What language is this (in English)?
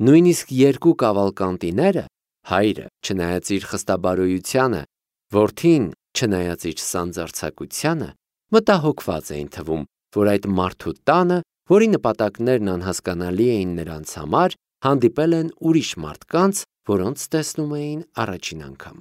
Armenian